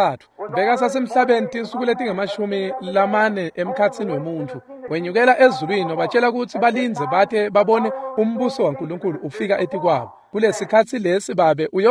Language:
Swati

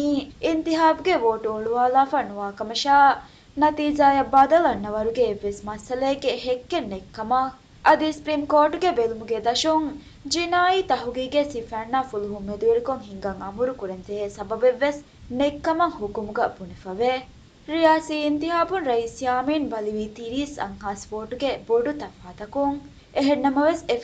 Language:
Divehi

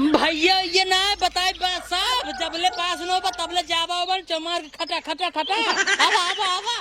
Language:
Awadhi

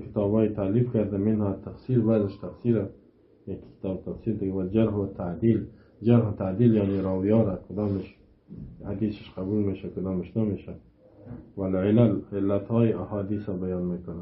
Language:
Persian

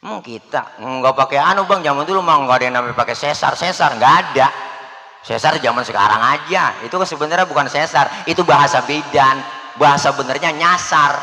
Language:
Betawi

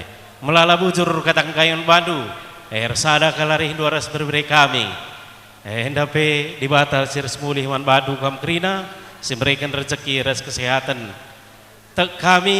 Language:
Batak Karo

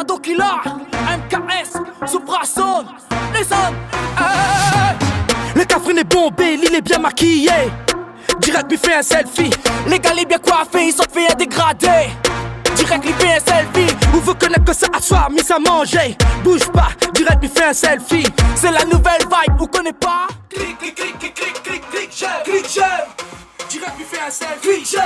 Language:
Réunion Creole French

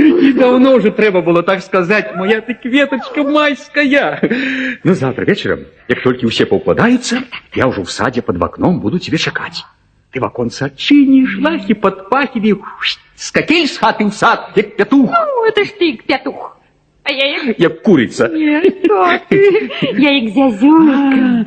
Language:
Belarusian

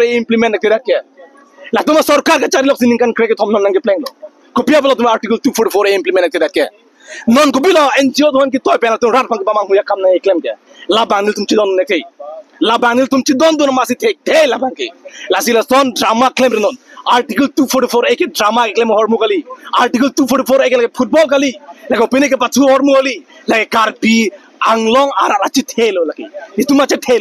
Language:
Karbi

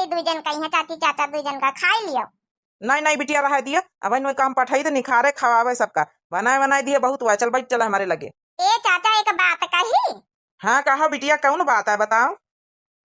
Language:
Awadhi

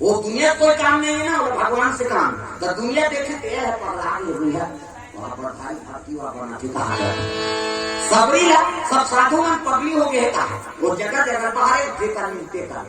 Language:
Chhattisgarhi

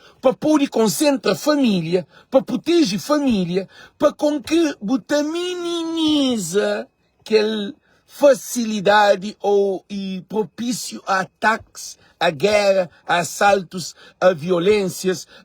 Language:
Kabuverdianu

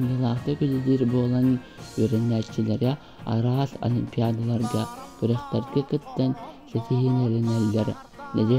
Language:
Yakut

